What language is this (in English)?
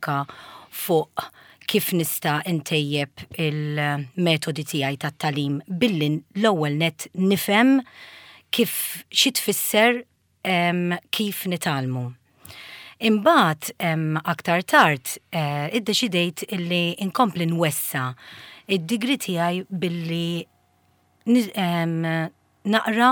Maltese